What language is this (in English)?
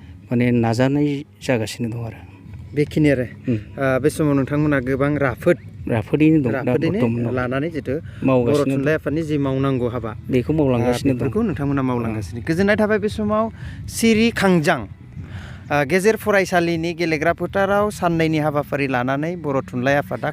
Bodo